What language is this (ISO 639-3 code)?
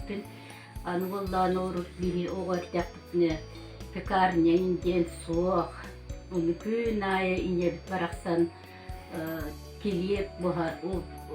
sah